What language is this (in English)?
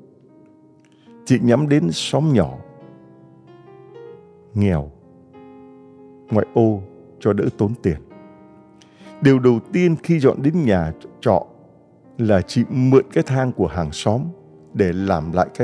Vietnamese